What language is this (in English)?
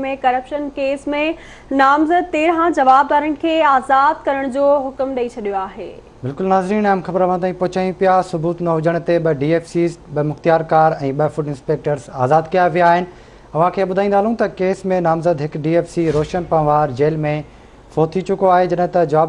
Sindhi